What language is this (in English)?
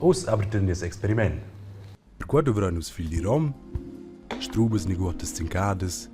Romansh